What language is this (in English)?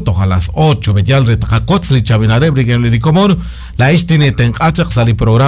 Kekchí